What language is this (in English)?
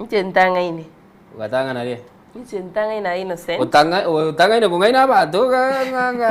Gusii